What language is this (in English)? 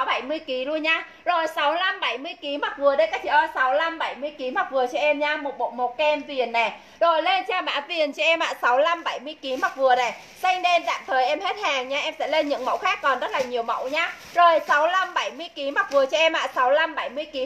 Vietnamese